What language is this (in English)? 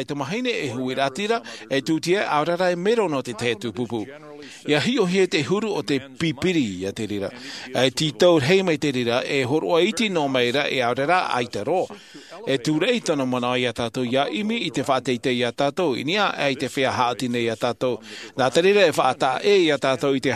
Tahitian